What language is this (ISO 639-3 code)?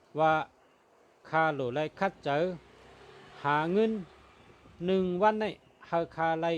shn